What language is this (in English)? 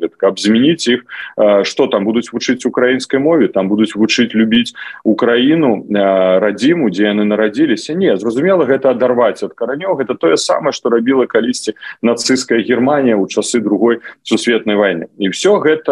Belarusian